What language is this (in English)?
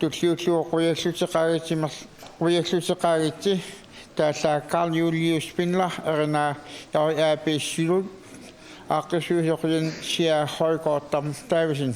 Kalaallisut